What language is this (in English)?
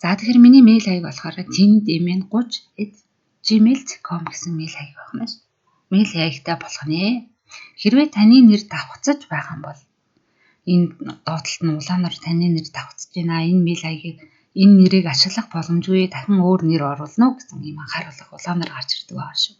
Mongolian